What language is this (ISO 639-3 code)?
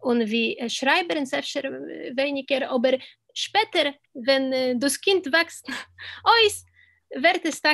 yid